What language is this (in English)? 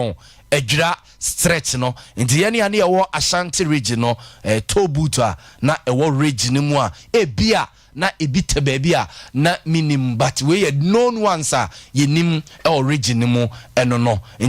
Akan